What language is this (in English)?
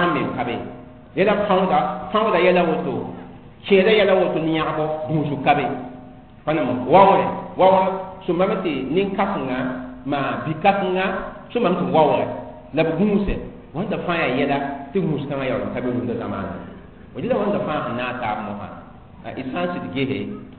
Mossi